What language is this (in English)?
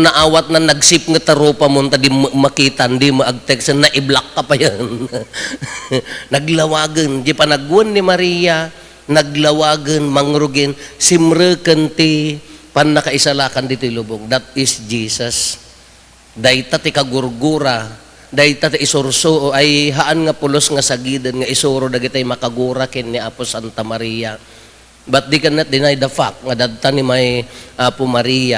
Iloko